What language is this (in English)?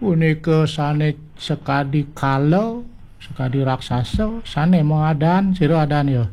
Balinese